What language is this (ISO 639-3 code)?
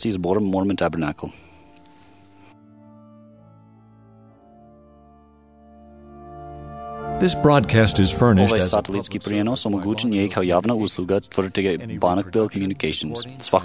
hrv